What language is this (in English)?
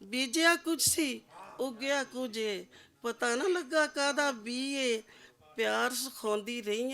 Western Panjabi